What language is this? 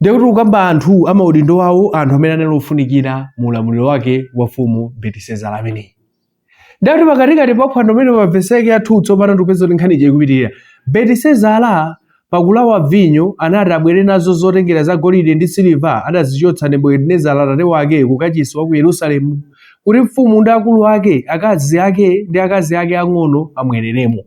Nyanja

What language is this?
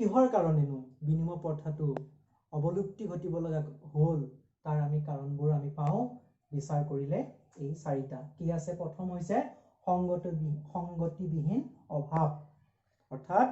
Assamese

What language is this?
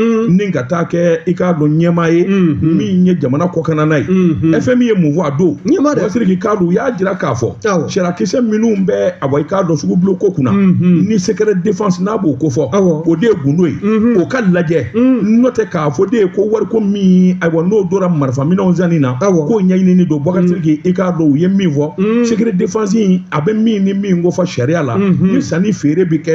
Bambara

